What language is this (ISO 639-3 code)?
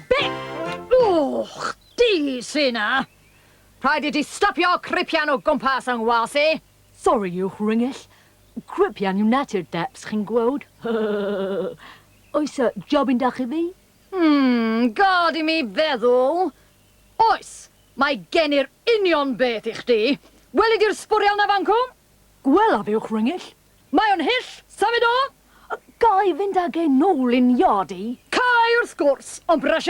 cym